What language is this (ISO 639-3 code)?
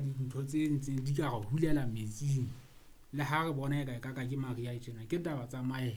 sot